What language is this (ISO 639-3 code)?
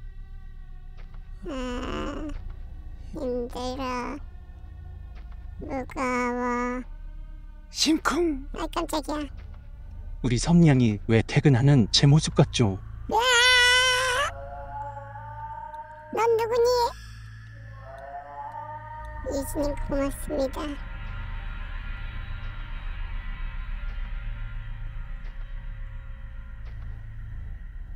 kor